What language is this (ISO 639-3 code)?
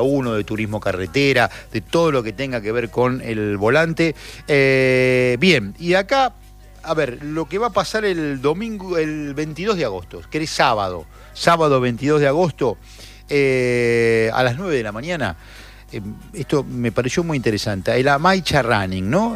spa